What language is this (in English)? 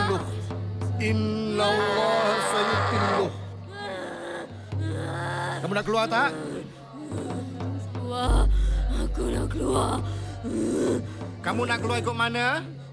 Malay